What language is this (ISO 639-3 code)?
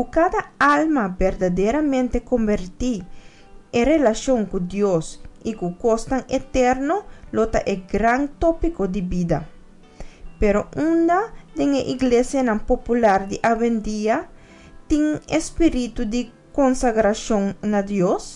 pap